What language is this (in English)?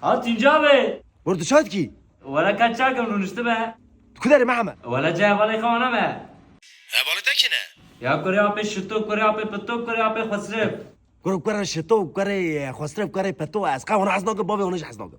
Kurdish